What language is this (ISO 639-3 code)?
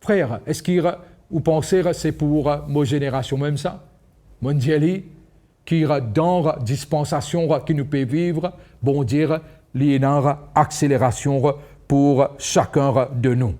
mfe